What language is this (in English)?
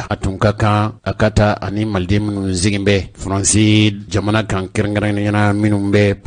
Bambara